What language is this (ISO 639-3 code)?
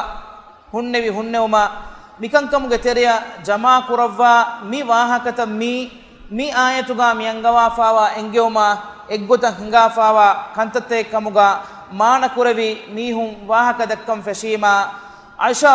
div